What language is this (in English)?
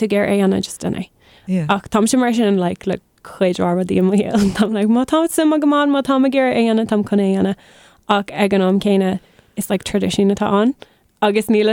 Irish